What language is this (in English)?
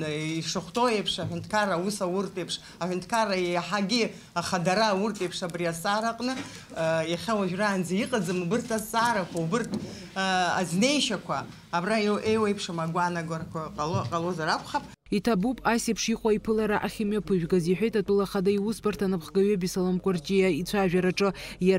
Abkhazian